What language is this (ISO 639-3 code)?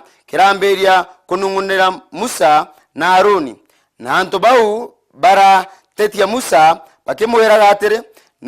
mer